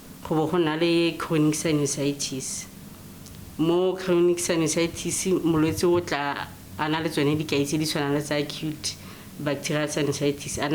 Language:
Tswana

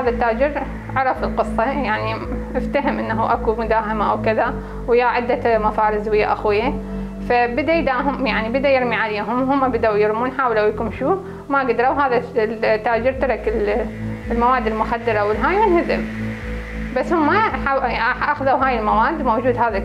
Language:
Mesopotamian Arabic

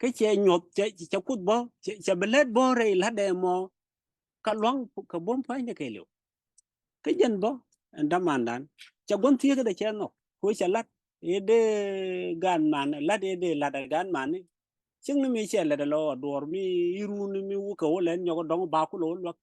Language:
Nuer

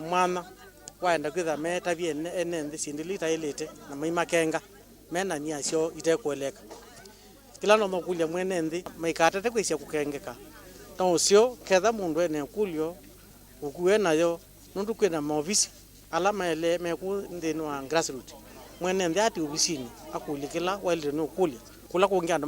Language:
Kamba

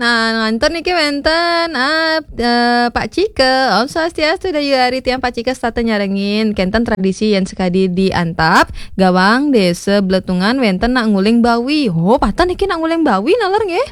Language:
Balinese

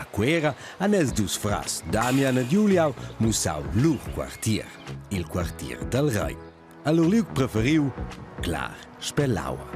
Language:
Romansh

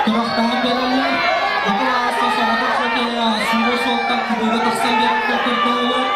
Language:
Yakut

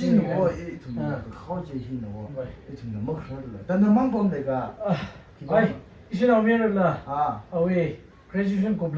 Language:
Tangkhul Naga (India)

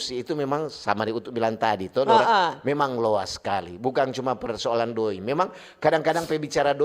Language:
Manado Malay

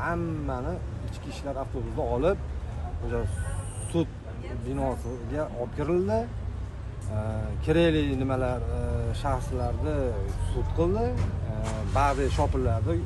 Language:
Uzbek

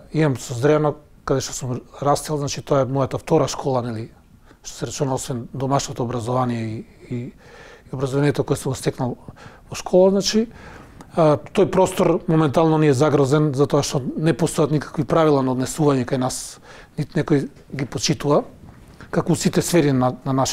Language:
Macedonian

